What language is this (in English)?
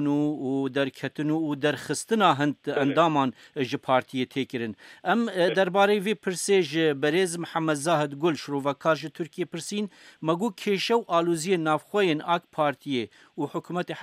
Kurdish